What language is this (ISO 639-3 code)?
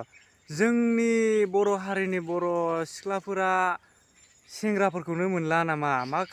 brx